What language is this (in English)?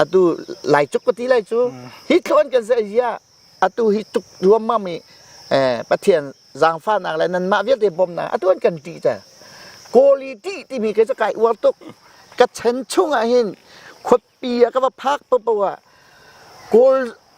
Hakha Chin